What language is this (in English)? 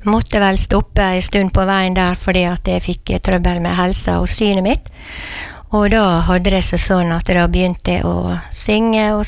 Norwegian